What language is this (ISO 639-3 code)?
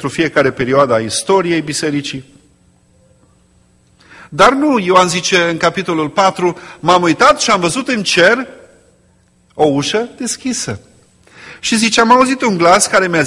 ron